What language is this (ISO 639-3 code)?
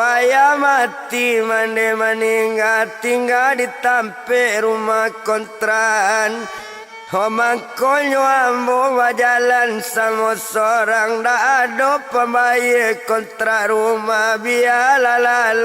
min